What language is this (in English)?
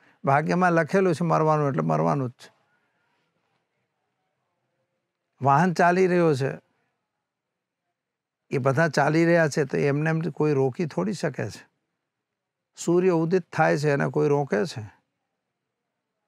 Gujarati